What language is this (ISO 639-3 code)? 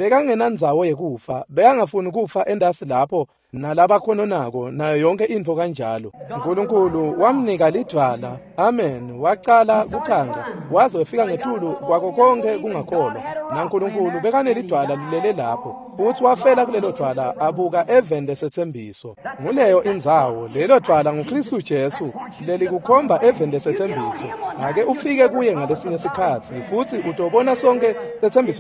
ssw